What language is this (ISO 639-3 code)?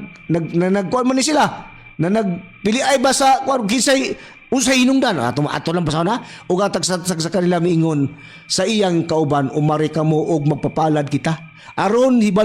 ceb